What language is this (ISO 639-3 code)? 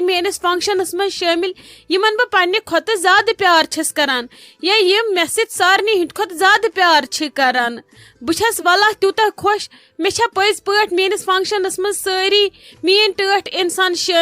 kas